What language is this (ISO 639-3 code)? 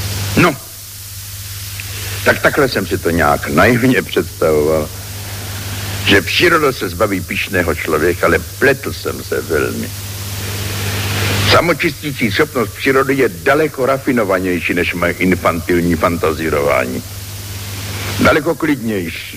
ces